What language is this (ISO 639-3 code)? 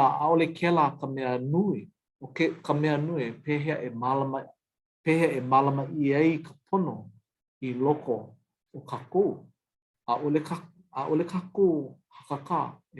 haw